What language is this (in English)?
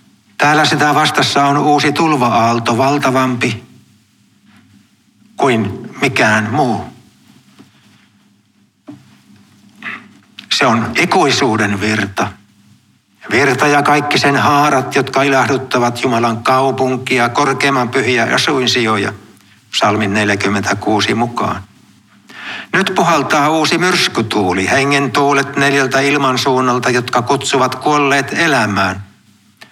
Finnish